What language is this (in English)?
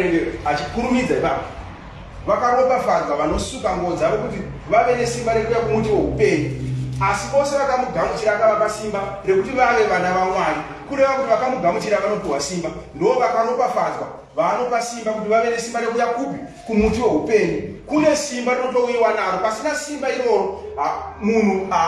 Shona